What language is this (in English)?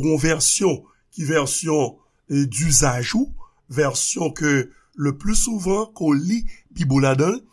Haitian Creole